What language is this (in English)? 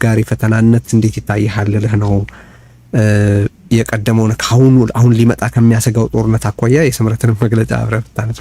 Amharic